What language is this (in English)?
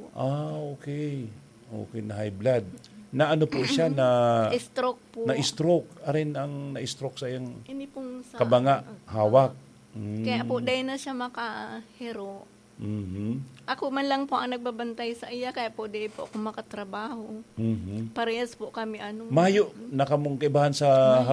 Bikol